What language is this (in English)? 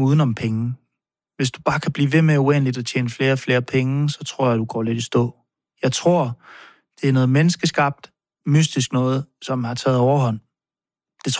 Danish